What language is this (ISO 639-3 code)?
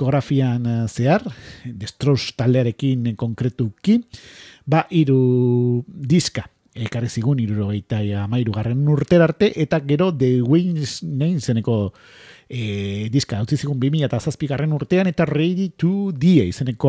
eus